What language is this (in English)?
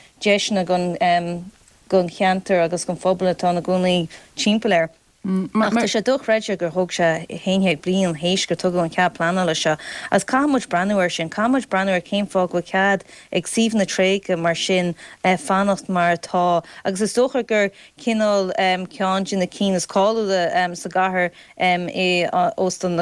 Irish